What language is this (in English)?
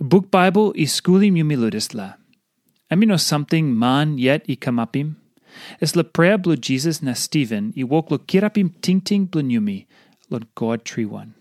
Tok Pisin